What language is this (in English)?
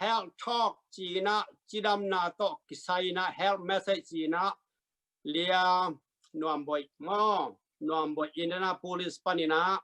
Tedim Chin